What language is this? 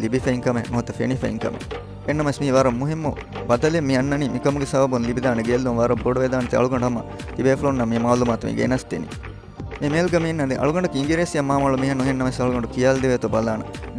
Divehi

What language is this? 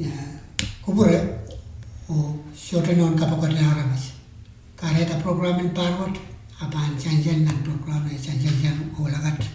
Pohnpeian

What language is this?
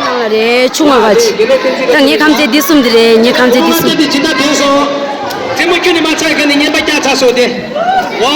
Tibetan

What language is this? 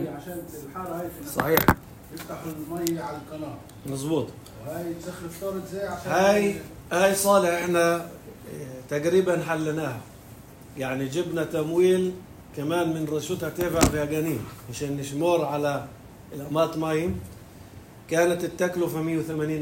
North Levantine Arabic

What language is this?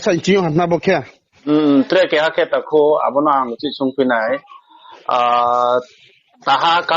Riang (India)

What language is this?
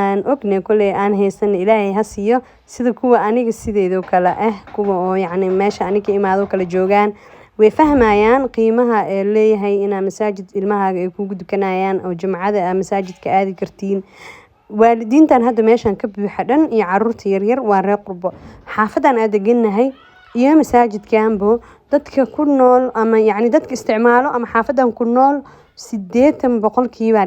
Somali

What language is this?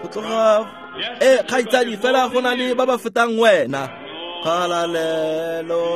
Tswana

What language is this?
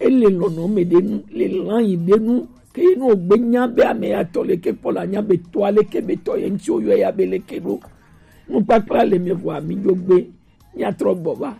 Gen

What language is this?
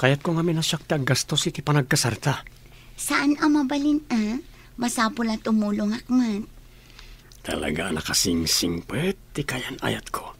Iloko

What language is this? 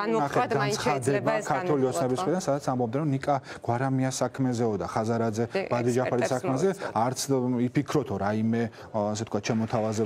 Georgian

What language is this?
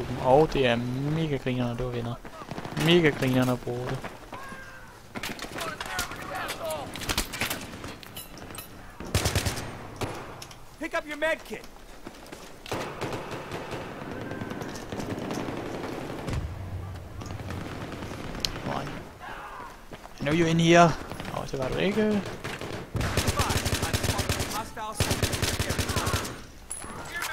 Danish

